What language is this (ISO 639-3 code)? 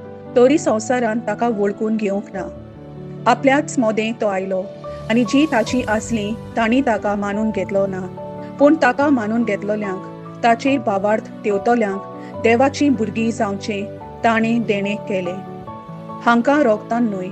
kok